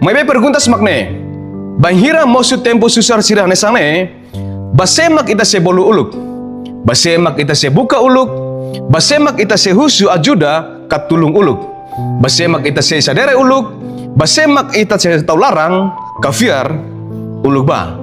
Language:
Tetum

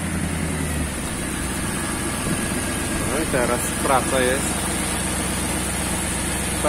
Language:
Polish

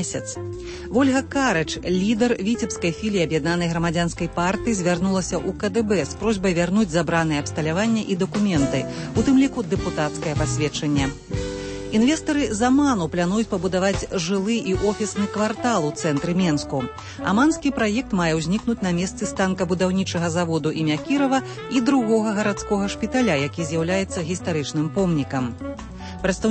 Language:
Belarusian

